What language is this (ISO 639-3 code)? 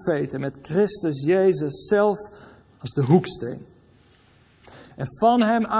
nld